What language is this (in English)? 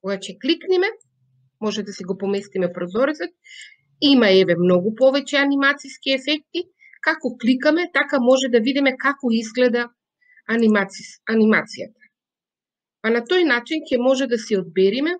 Macedonian